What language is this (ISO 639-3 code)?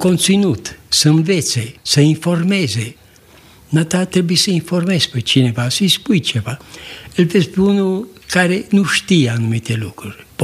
ron